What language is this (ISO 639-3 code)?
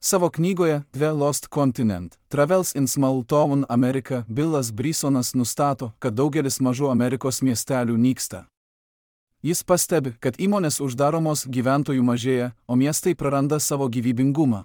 lit